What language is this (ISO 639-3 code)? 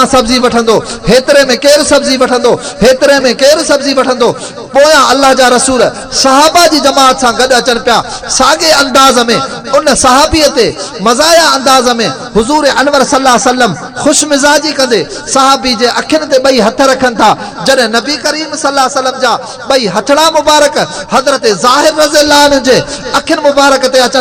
snd